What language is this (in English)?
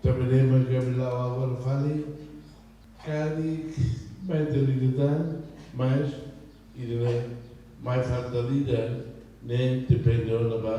Tetum